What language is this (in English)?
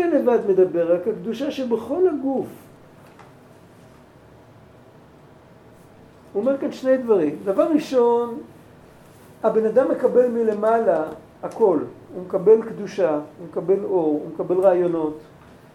Hebrew